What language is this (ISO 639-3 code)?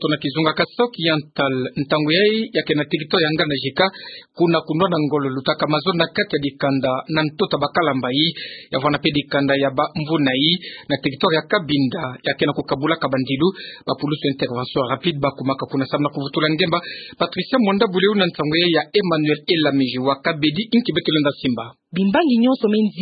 ktu